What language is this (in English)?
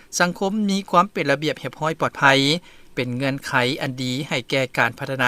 Lao